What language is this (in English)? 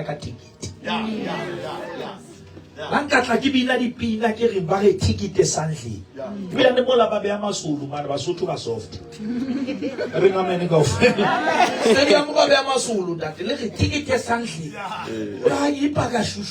Southern Sotho